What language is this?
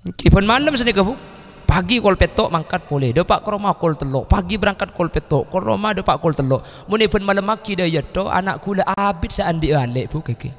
Madurese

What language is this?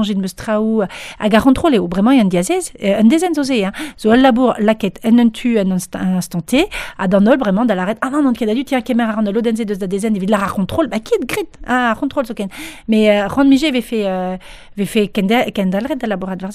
Breton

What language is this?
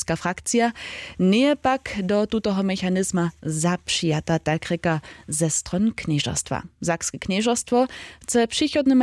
Upper Sorbian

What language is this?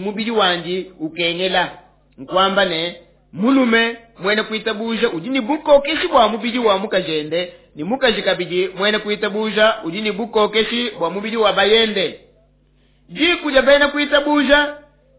Luba-Lulua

